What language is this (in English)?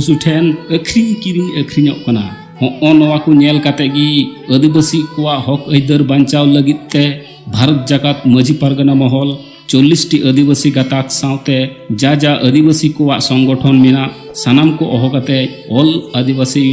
Santali